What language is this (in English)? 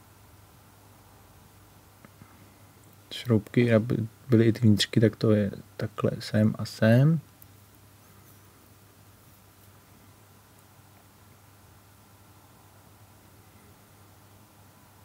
Czech